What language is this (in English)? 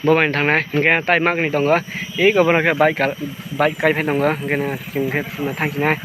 Kok Borok